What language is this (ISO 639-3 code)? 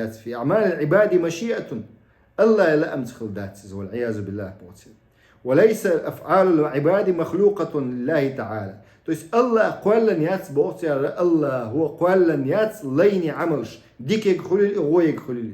che